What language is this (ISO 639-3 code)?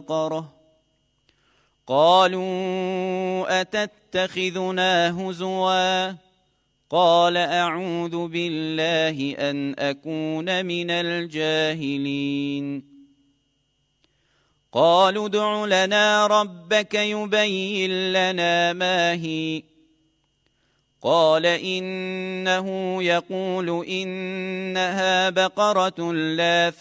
ara